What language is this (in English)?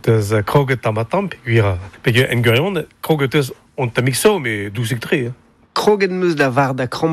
Breton